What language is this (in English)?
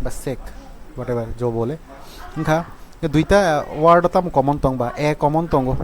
Kok Borok